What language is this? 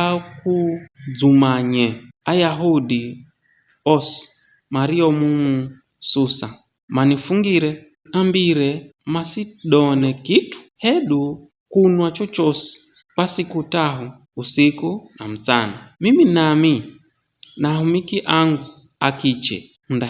Giryama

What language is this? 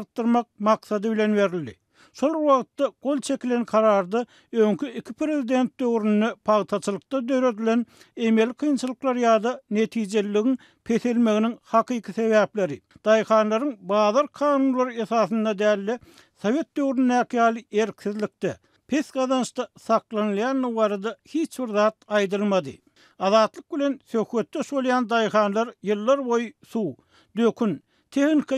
Turkmen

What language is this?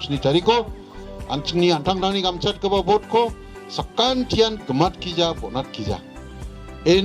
Garo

